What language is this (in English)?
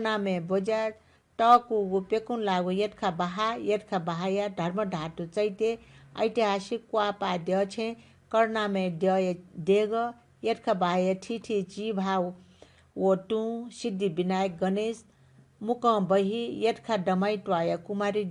Newari